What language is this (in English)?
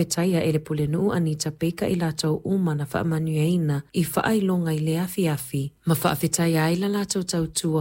Samoan